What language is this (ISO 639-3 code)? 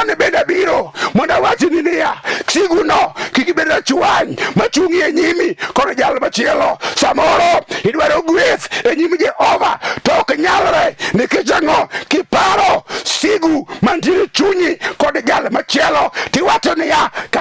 luo